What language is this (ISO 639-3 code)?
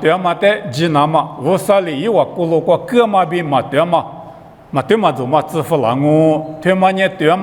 lis